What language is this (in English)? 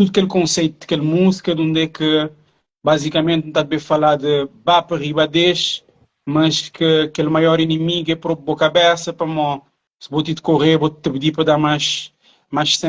Kabuverdianu